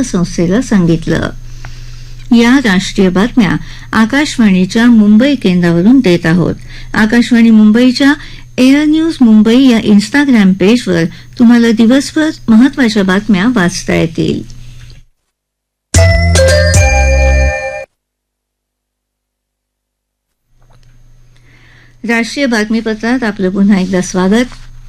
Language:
Marathi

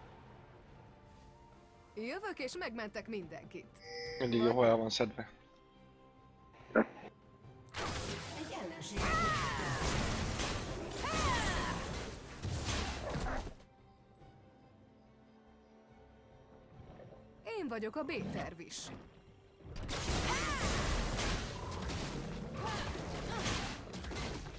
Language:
Hungarian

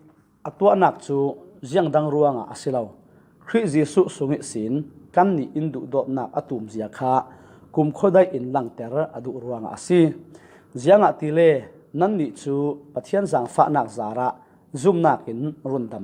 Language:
Falam Chin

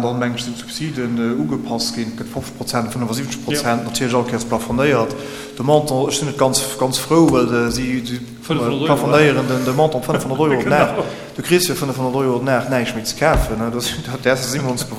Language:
Luxembourgish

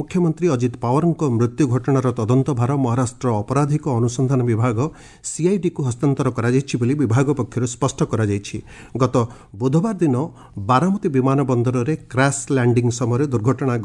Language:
Odia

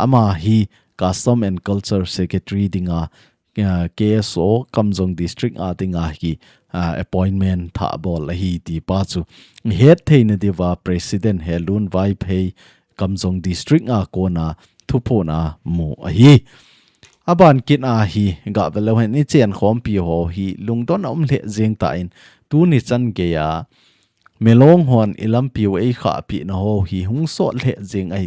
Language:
Thado Chin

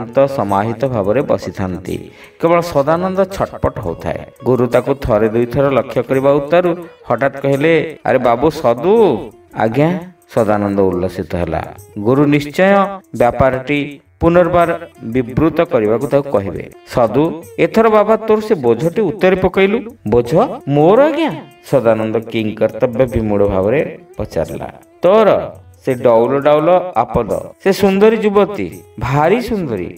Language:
Odia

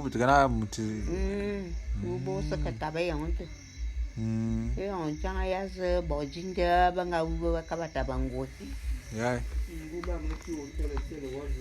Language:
Bulu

